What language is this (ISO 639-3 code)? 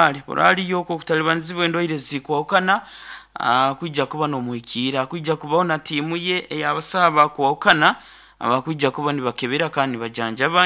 nyo